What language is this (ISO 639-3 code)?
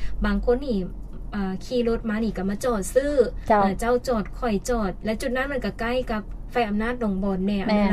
lao